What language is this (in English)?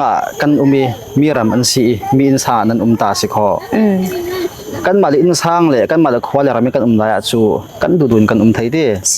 Falam Chin